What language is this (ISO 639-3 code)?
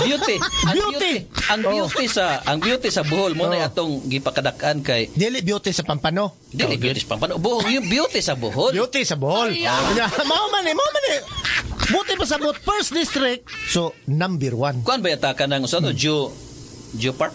ceb